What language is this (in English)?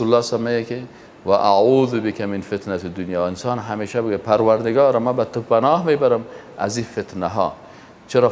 Persian